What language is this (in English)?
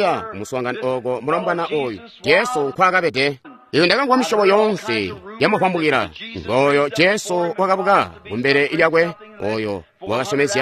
Tonga (Zambia)